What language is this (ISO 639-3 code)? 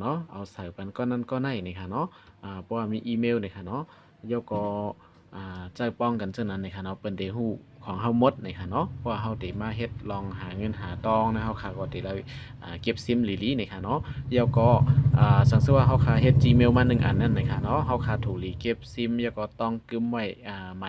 shn